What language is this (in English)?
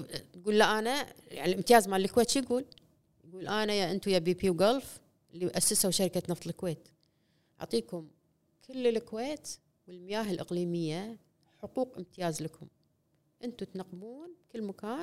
Gulf Arabic